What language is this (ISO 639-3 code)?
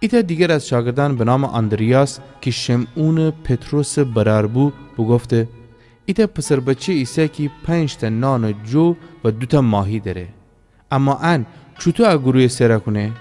glk